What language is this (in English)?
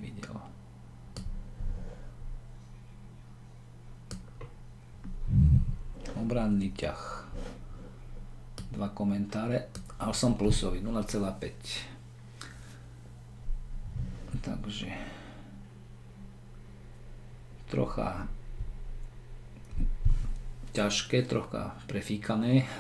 Slovak